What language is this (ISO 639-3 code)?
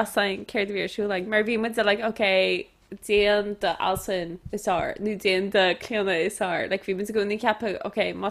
gle